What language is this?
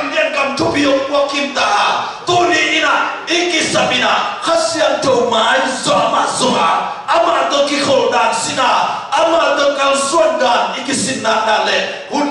Tedim Chin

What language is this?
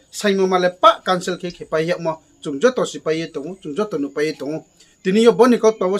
Riang (India)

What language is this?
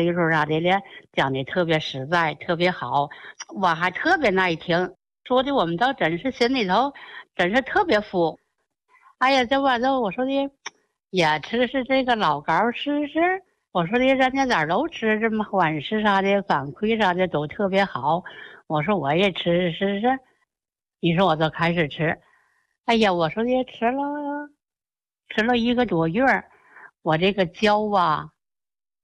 Chinese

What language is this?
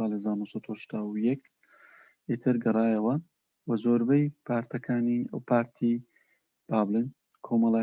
Central Kurdish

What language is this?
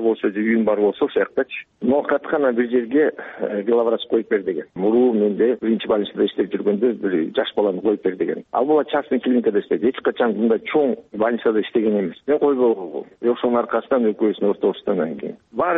Kyrgyz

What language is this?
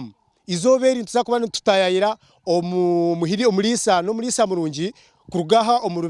Nyankole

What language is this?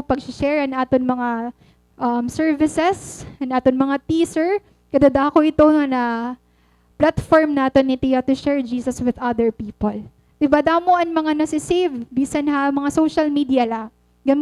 Waray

